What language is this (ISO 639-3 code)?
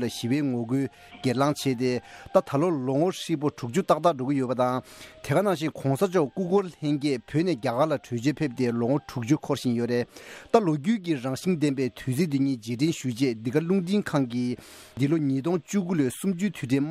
bod